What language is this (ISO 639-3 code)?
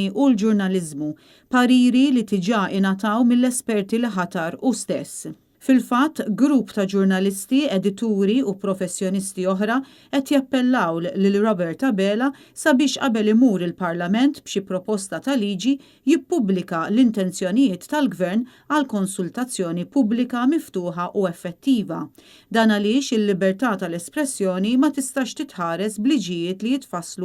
mlt